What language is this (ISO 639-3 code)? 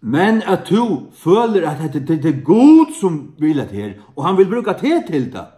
fao